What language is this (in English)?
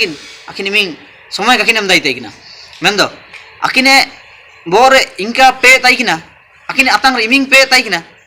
Ho